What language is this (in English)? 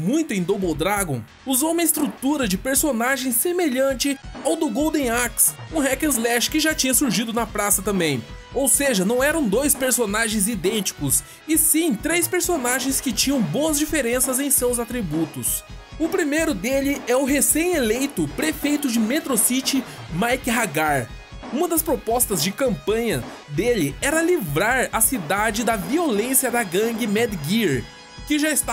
Portuguese